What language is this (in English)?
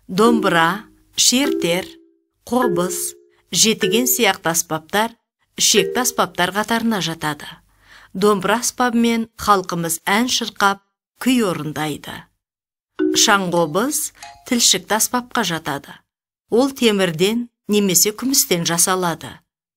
Kazakh